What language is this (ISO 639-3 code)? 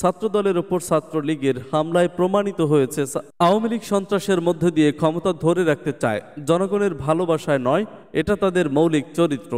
ben